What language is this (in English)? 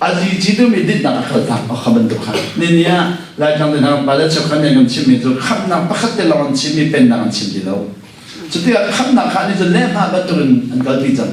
Hakha Chin